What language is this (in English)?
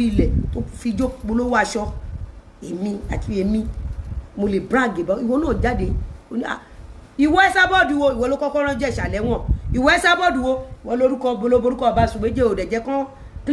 Yoruba